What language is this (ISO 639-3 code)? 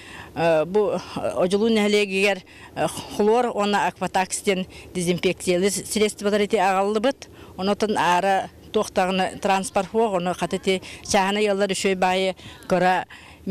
sah